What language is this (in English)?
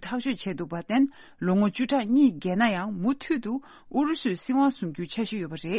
Tibetan